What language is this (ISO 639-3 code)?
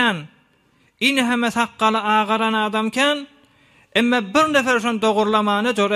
tuk